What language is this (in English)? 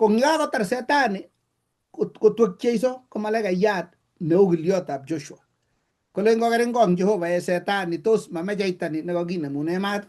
Kalenjin